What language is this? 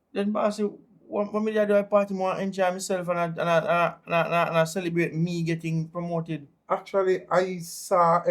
Jamaican Creole English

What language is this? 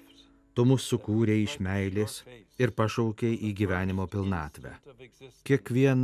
Lithuanian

